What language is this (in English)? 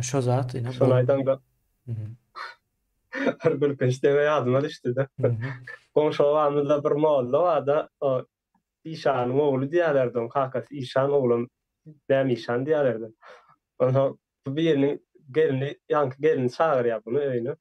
Turkmen